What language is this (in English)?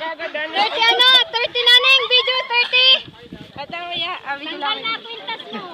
Bikol